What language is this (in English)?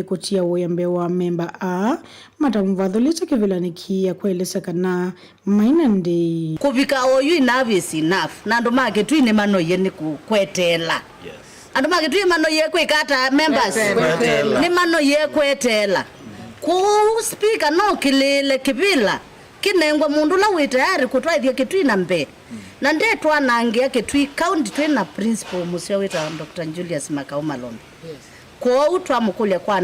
Kamba